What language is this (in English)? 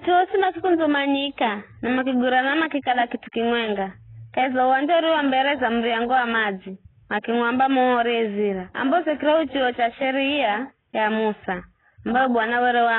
Giryama